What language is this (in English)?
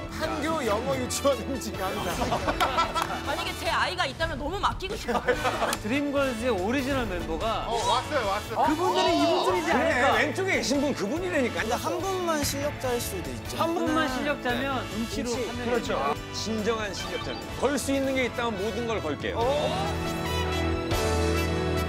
Korean